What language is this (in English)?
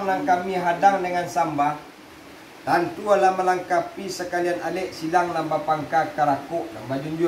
Minangkabau